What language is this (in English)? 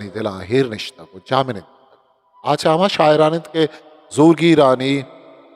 Eastern Balochi